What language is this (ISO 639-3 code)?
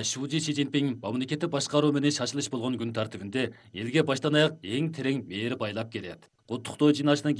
kir